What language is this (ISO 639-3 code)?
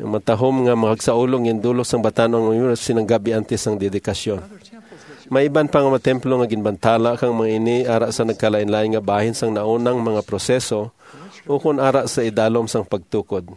hil